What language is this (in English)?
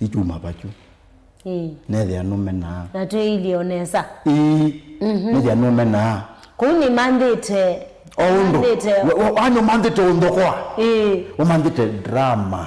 Kamba